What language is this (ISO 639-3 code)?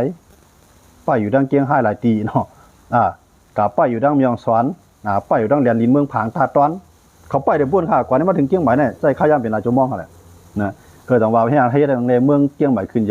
shn